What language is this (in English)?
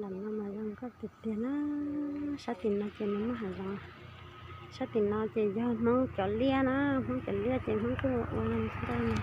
Hmong